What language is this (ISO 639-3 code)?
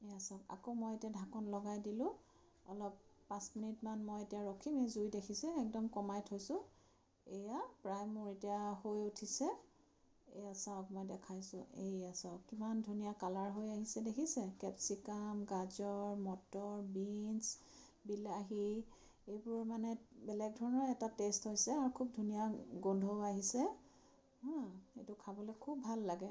asm